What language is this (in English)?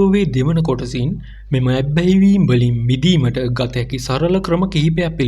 Sinhala